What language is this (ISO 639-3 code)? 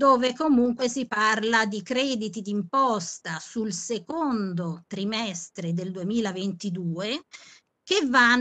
ita